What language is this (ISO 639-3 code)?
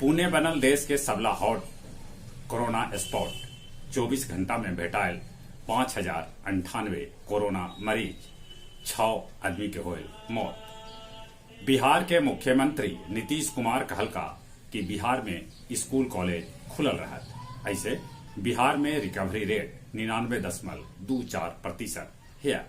mag